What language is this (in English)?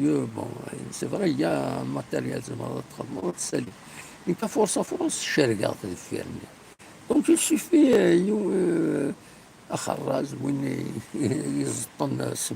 Kabyle